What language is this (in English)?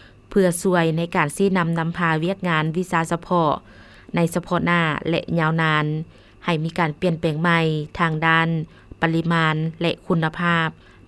Lao